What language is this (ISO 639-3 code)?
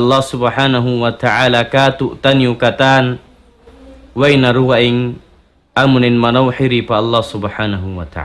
tsg